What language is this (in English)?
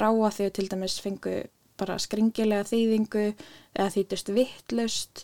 Icelandic